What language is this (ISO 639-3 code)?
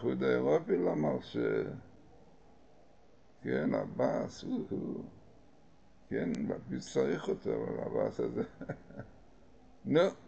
heb